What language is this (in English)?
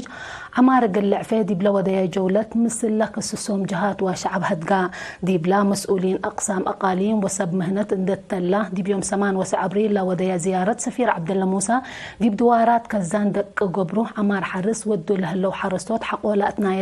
Tigre